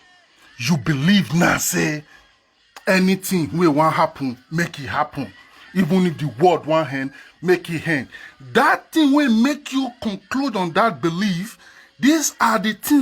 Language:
Nigerian Pidgin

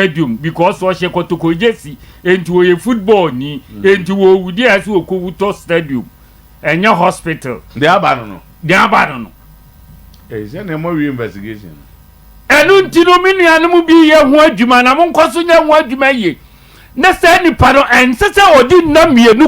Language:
Akan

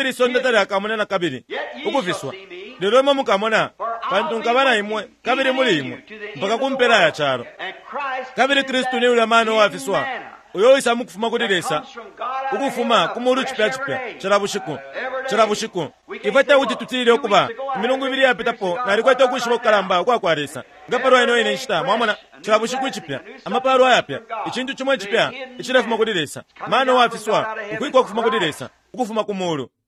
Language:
Bemba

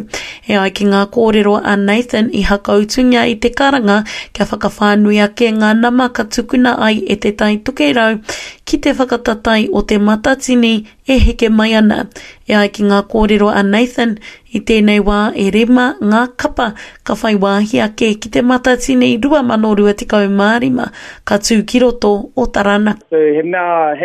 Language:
Māori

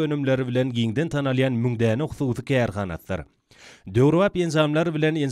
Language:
Turkmen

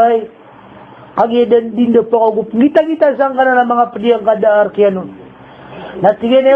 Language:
Maranao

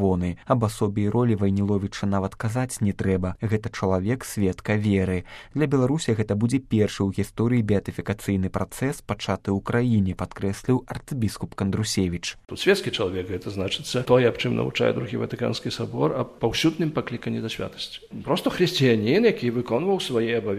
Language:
Belarusian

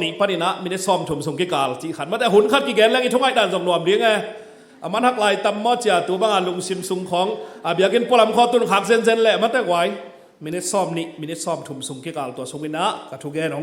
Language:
Tedim Chin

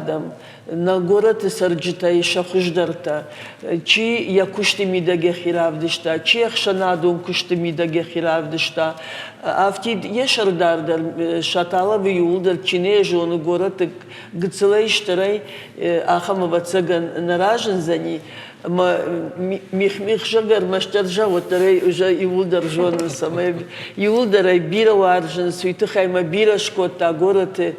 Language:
Ossetic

